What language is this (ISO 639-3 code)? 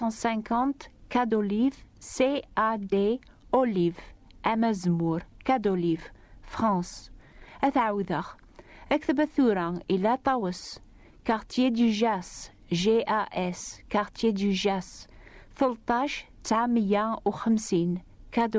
kab